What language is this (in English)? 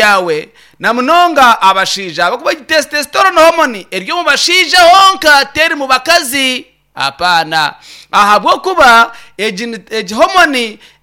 Nyankole